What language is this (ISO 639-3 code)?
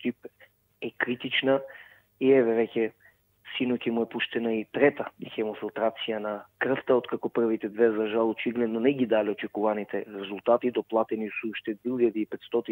mkd